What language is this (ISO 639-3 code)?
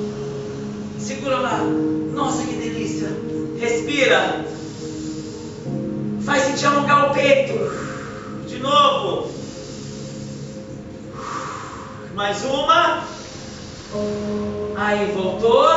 por